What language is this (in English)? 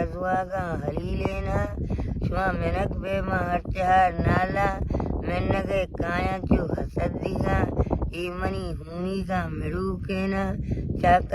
Baluchi